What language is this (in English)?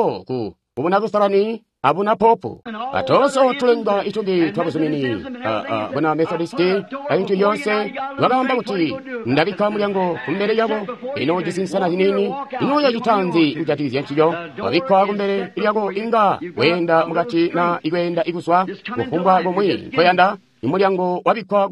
Tonga (Zambia)